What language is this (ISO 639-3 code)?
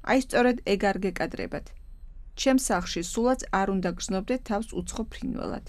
kat